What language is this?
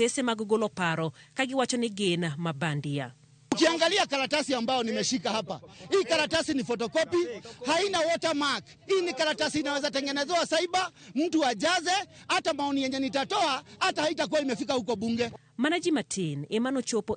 Luo (Kenya and Tanzania)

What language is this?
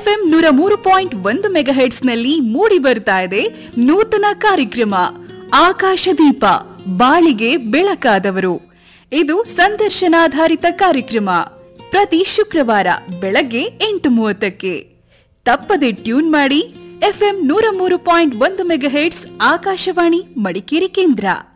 Kannada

